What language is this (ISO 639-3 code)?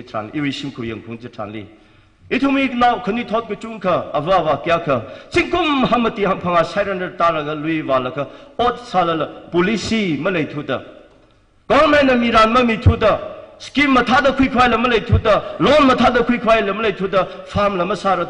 nmf